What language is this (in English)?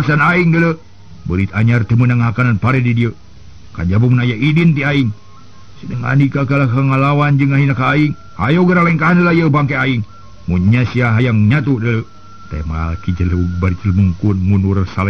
Sundanese